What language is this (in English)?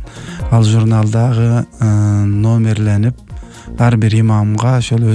Kyrgyz